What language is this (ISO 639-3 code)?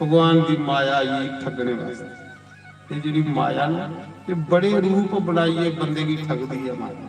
doi